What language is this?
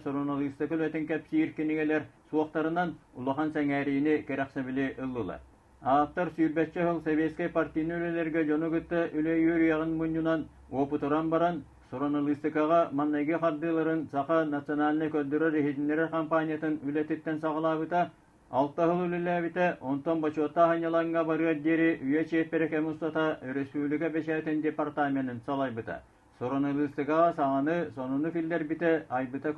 Yakut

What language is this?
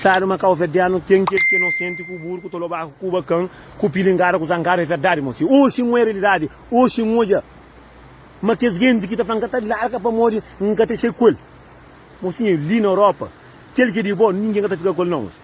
Kabuverdianu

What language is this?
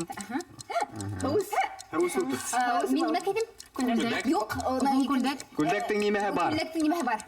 Bashkir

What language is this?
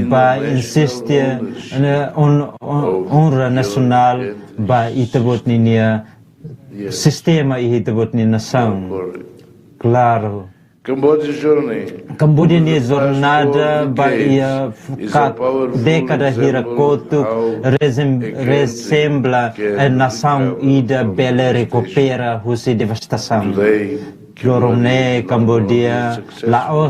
Tetum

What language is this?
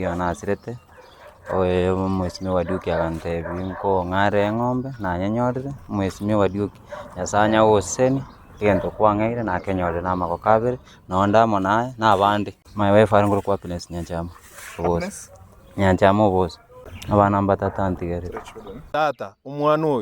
Gusii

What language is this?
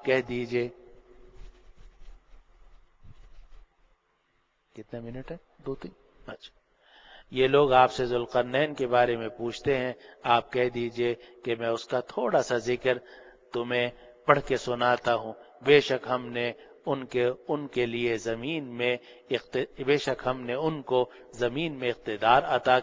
Urdu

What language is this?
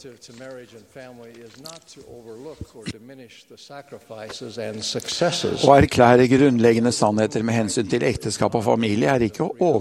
Norwegian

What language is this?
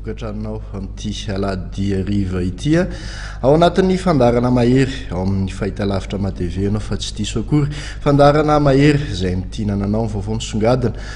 Malagasy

